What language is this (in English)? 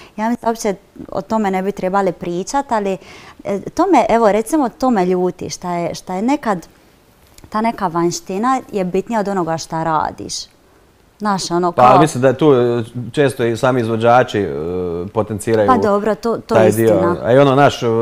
Croatian